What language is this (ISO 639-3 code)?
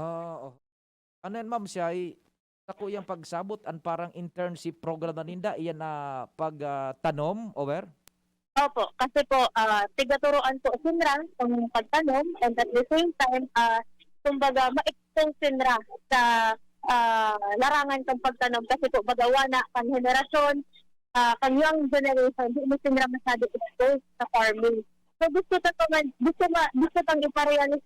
bik